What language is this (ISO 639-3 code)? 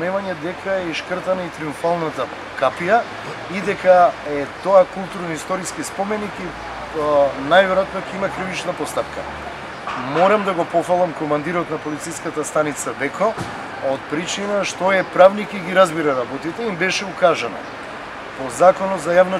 mkd